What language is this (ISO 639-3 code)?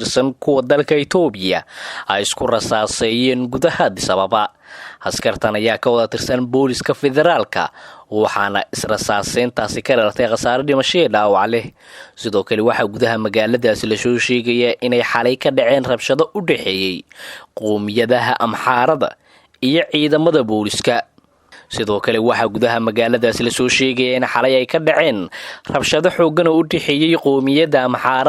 som